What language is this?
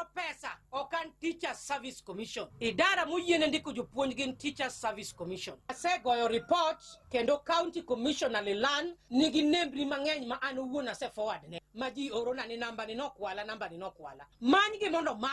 Luo (Kenya and Tanzania)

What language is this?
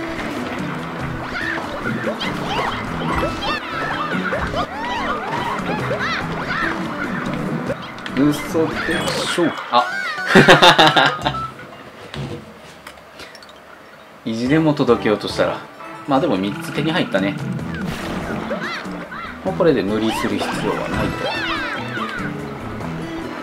Japanese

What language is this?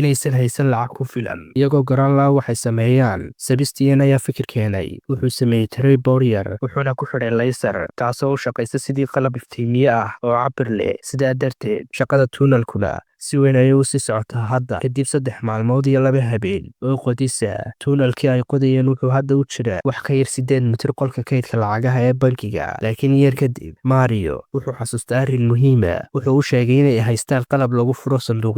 Somali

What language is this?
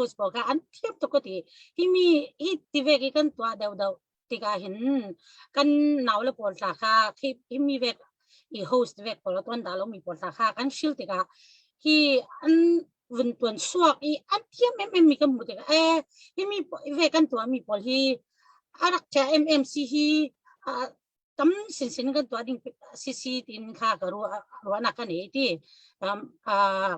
Falam Chin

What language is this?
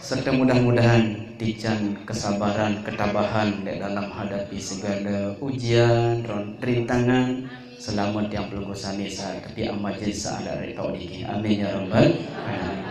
Sasak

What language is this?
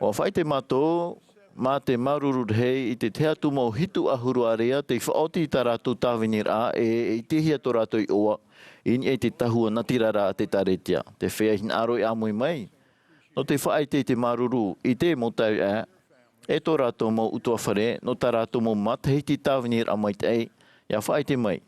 Tahitian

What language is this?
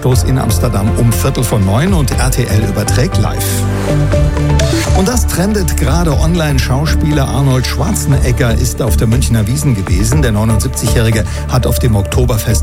German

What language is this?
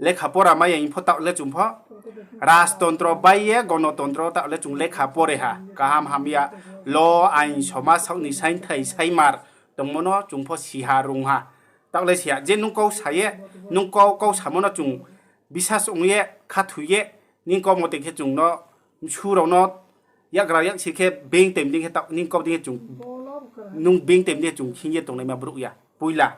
Riang (India)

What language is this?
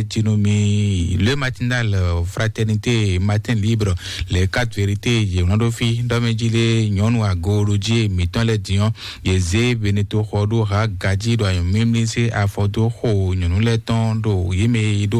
Fon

